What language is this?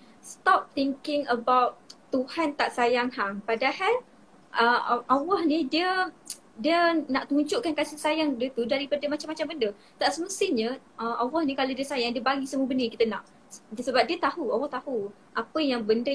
Malay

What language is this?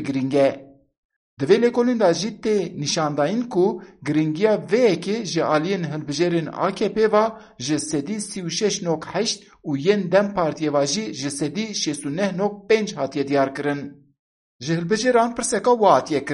Kurdish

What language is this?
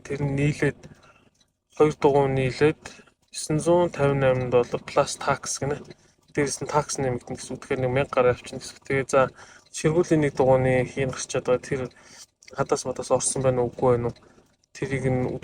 Mongolian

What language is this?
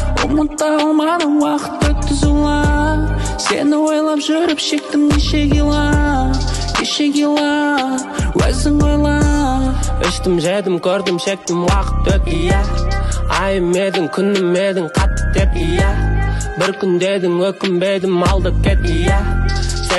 Kazakh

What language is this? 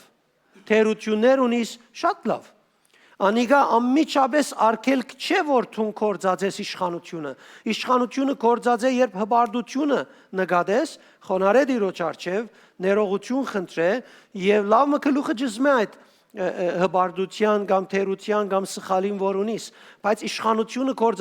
Western Armenian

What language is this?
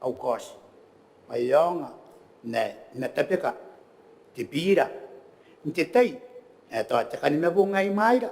Gilbertese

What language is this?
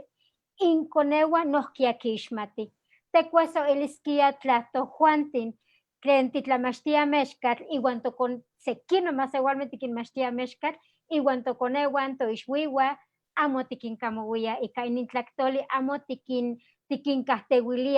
Eastern Huasteca Nahuatl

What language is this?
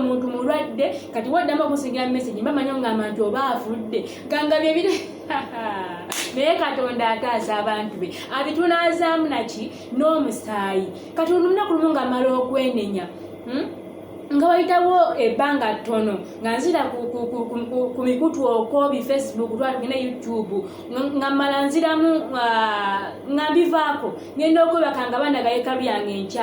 Ganda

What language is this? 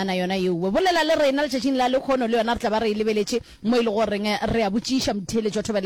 Northern Sotho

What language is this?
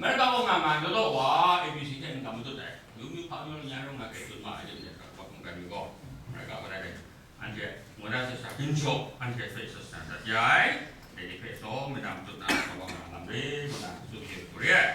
Kachin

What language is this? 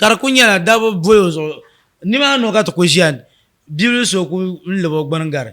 Dagbani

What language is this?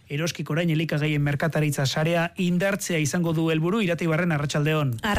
Basque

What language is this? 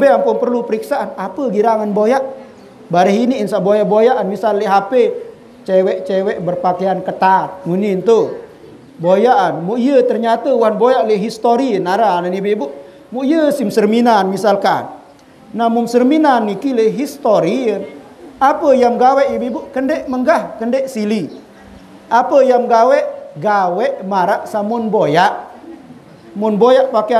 Sasak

